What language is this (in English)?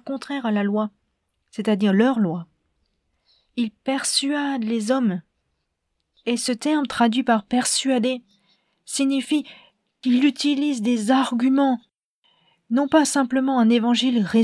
French